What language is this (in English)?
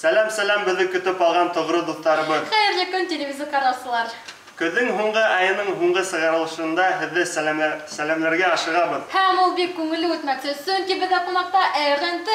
Bashkir